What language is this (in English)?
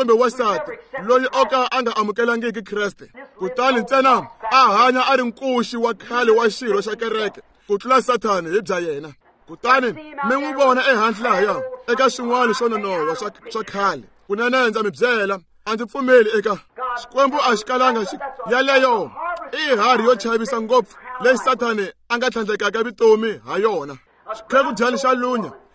Tsonga